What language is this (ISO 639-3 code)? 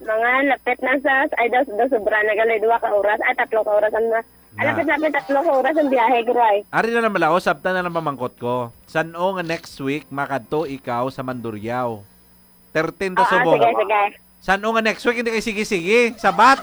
hil